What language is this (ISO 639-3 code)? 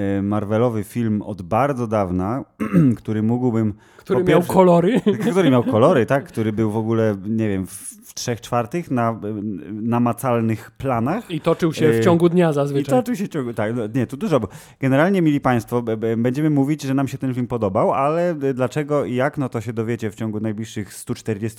pol